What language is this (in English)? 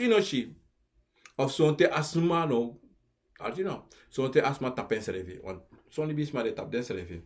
Sranan Tongo